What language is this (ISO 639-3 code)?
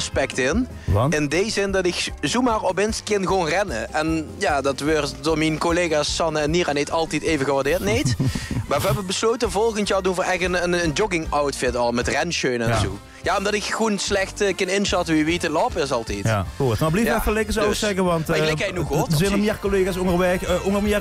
lim